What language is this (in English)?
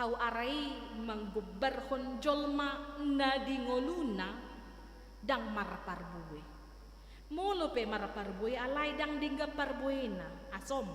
Batak Toba